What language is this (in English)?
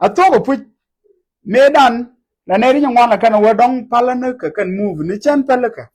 Nuer